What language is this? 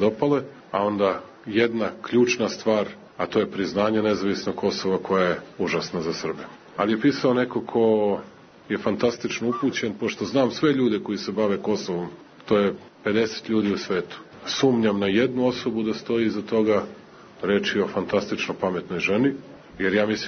Serbian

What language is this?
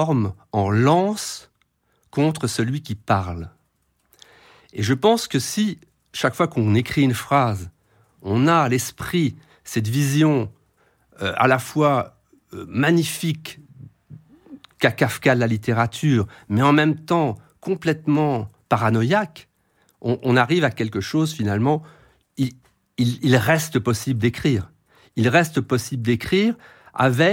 French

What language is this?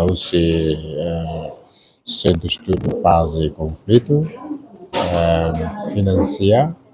Tetum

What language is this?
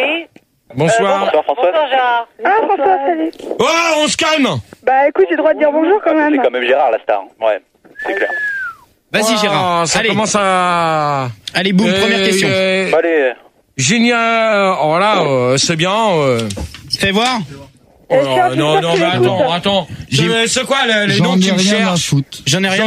French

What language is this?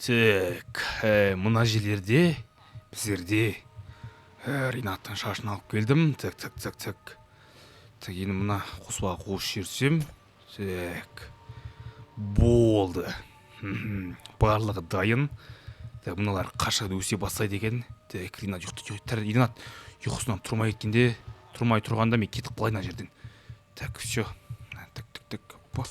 Kazakh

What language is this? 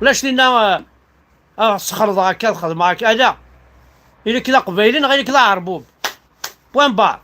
Kabyle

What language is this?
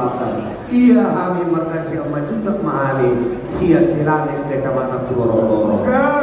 Batak Toba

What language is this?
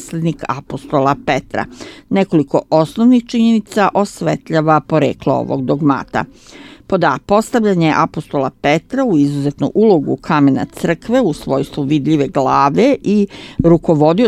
Serbian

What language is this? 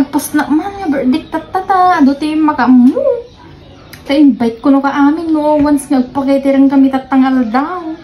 Iloko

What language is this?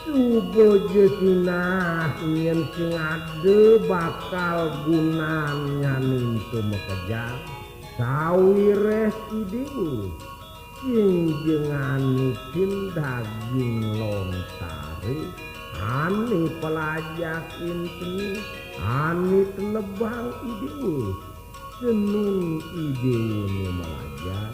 Balinese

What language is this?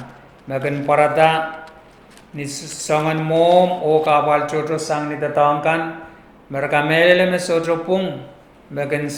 Pohnpeian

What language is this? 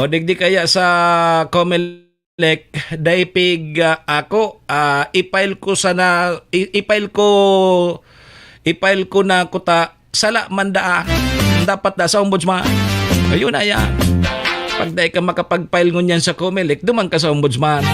Bikol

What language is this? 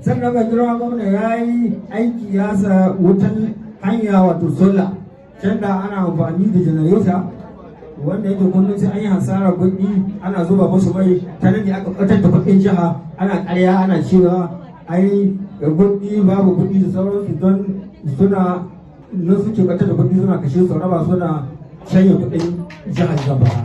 Hausa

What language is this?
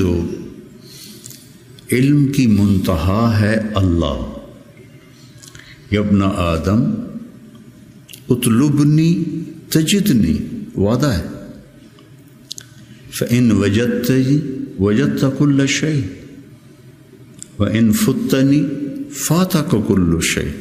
Urdu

